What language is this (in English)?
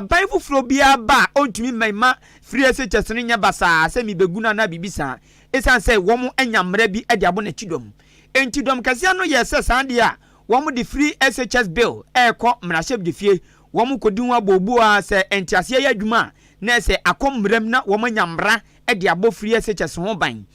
Akan